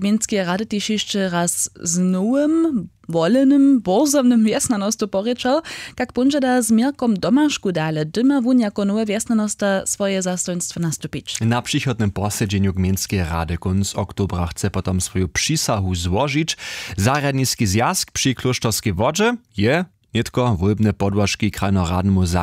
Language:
Upper Sorbian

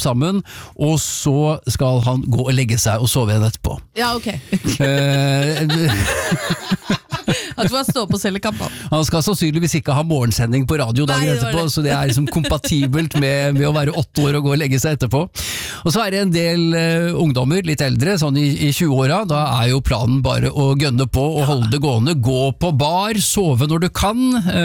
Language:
Norwegian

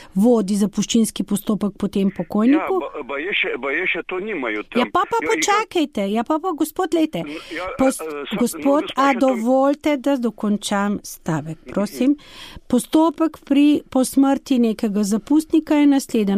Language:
Slovenian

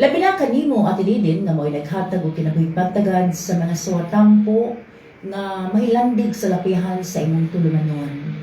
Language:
Cebuano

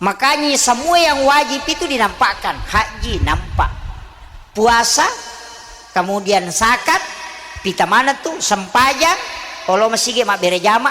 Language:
Buginese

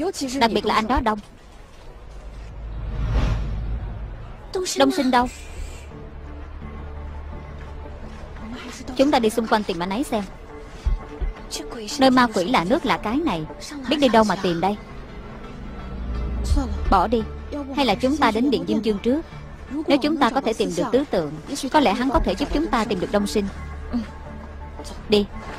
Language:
Vietnamese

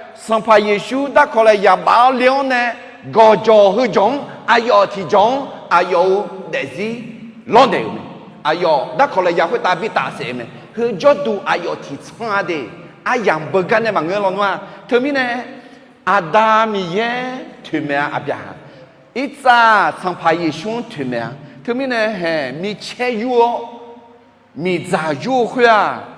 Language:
Akha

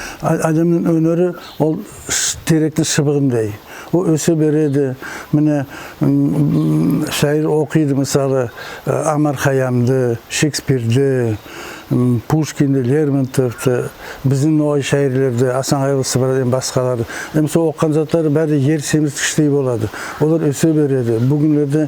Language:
Nogai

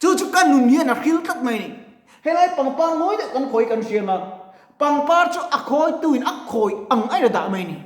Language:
Mizo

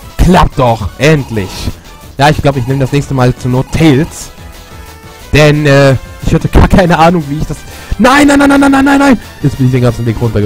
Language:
German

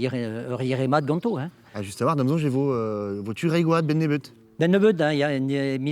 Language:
Breton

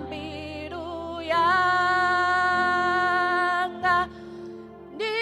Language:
Venda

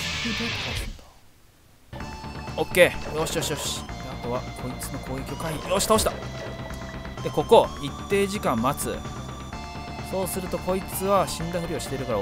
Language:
Japanese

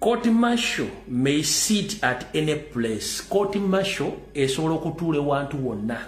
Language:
Ganda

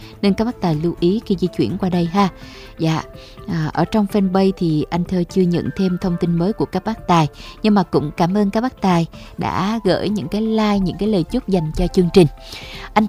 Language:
Vietnamese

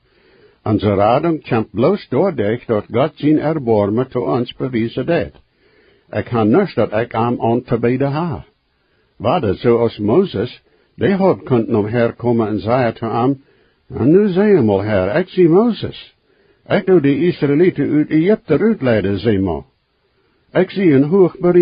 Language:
Plautdietsch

